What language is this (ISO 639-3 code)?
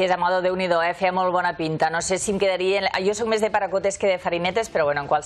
cat